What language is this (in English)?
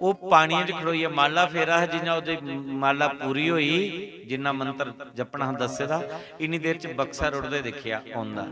Dogri